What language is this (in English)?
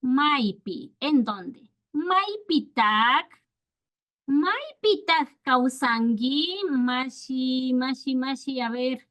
Imbabura Highland Quichua